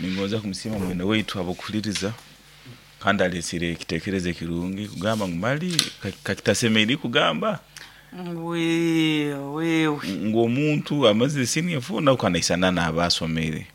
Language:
Nyoro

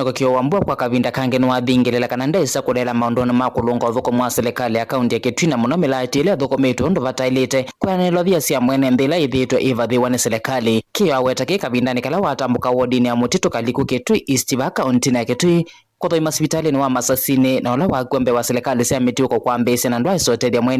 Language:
Kamba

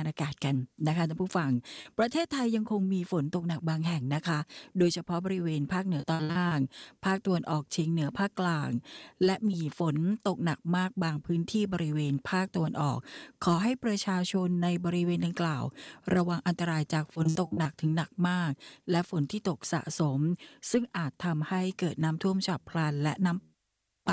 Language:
Thai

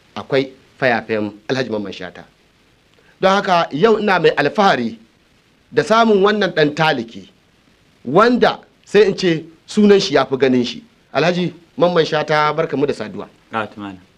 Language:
Hausa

